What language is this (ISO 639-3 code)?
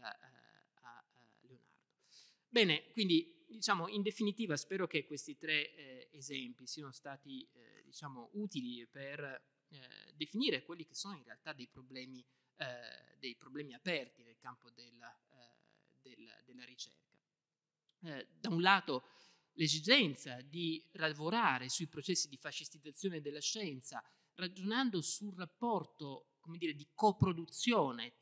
ita